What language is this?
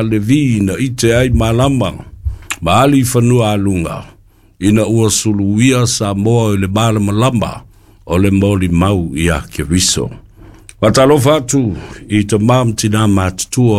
Samoan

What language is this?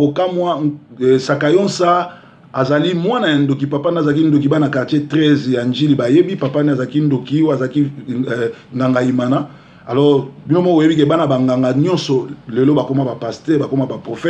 Lingala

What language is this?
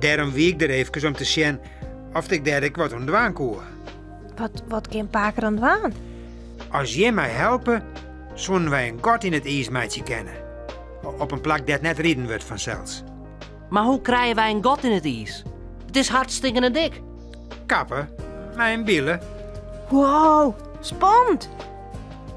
Western Frisian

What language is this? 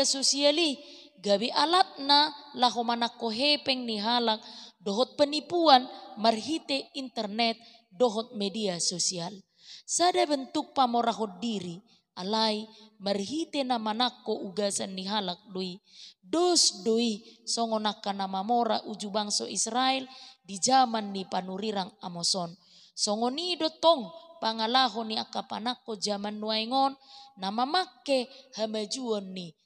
Batak Toba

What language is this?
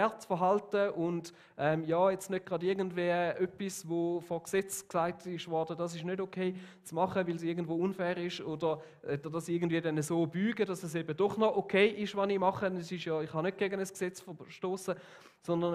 Swiss German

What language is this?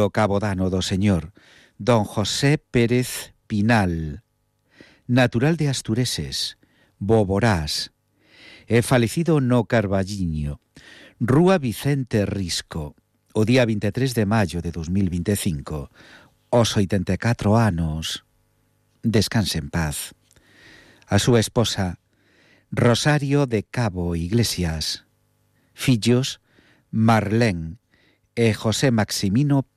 Galician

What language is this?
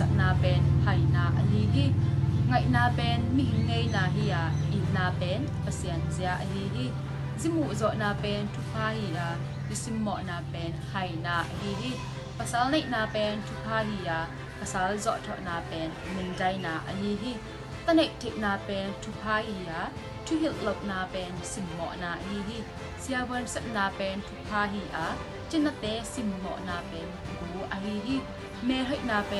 Tedim Chin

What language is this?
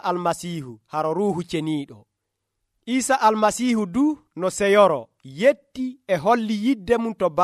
Nigerian Fulfulde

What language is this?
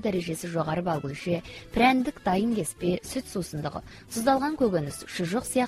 Kazakh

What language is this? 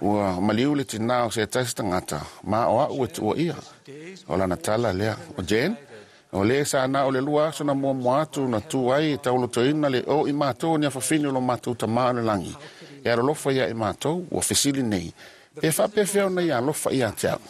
Samoan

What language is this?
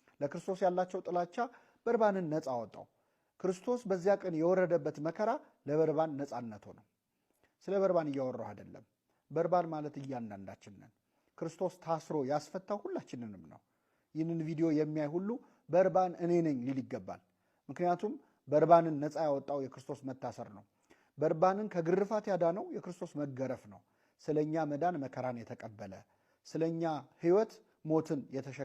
Amharic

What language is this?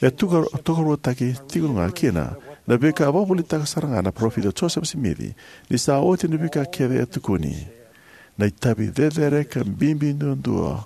Fijian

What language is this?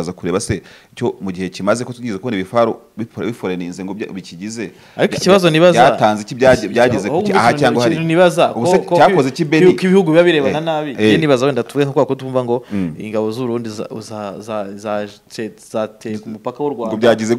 Kinyarwanda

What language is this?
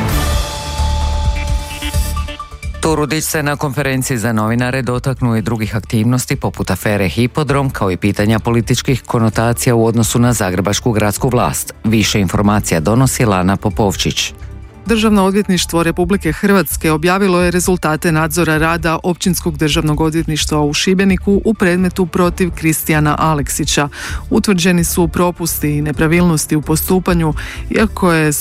Croatian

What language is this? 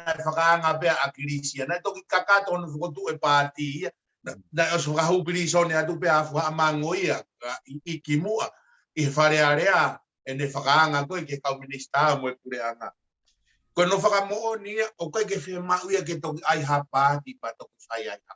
Tongan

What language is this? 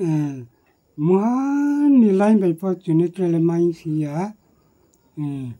Riang (India)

